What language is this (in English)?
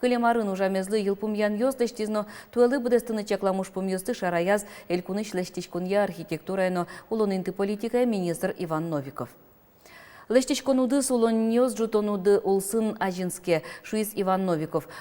Udmurt